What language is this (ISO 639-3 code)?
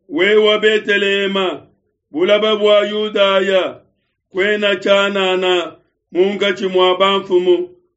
lua